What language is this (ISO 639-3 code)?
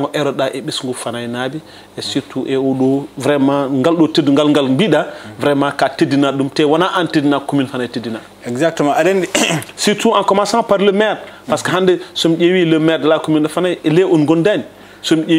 ful